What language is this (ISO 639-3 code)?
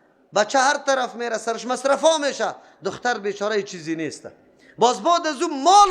fas